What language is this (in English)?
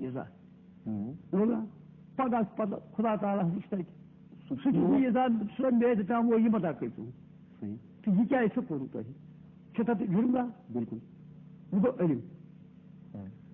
Kashmiri